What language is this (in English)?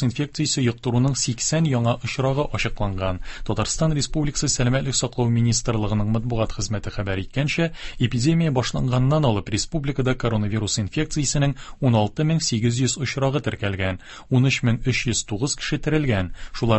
Tatar